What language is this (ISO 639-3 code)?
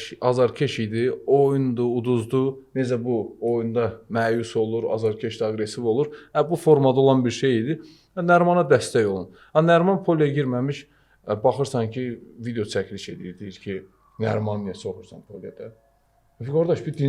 aze